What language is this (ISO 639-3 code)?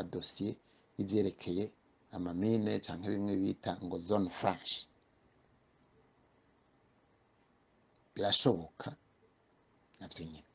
run